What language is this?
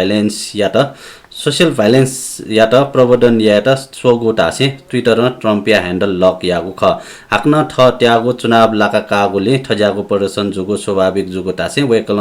Newari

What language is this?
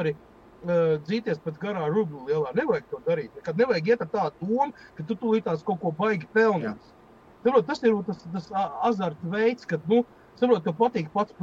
Latvian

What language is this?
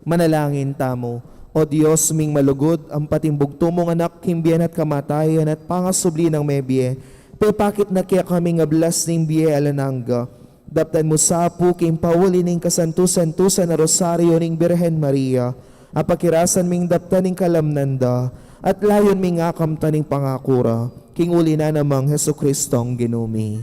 Pampanga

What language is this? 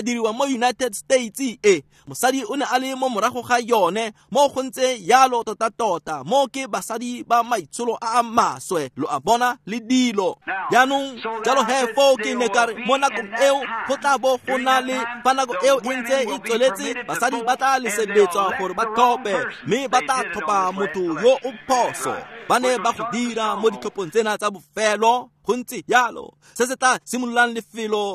Tswana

